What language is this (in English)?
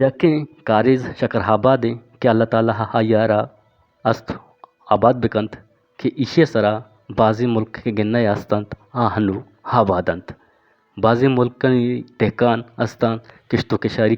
Eastern Balochi